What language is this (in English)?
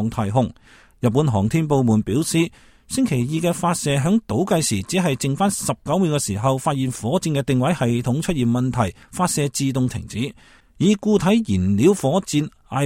Cantonese